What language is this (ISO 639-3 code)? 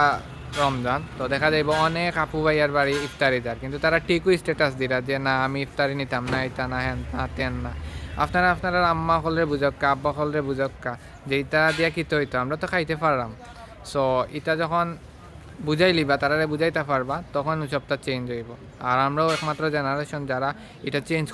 syl